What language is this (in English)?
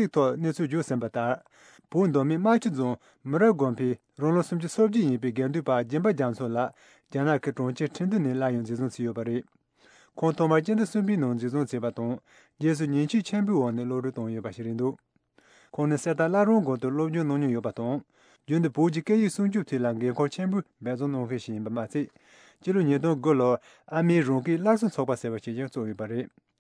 Tibetan